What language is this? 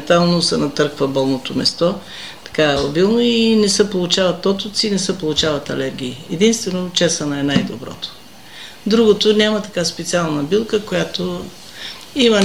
Bulgarian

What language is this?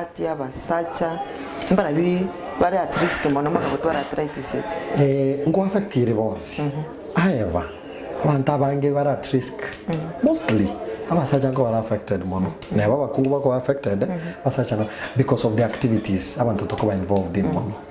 Gusii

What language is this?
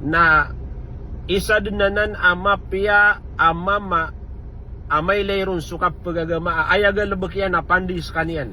Maranao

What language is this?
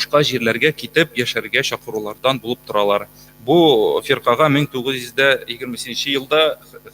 Tatar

